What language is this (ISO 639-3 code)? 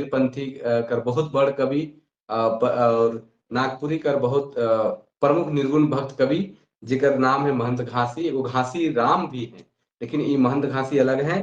sck